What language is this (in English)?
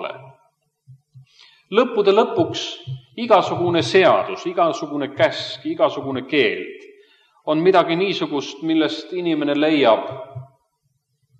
Estonian